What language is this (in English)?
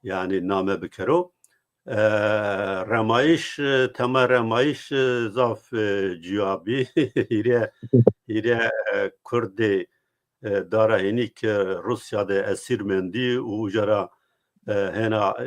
Zaza